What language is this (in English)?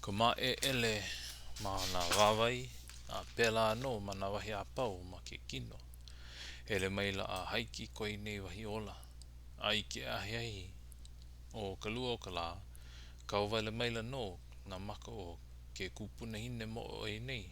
Hawaiian